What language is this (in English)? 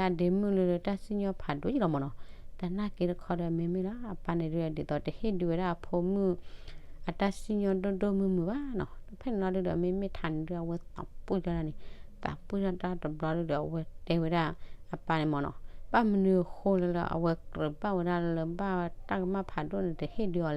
S'gaw Karen